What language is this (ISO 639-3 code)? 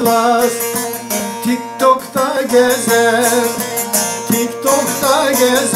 tur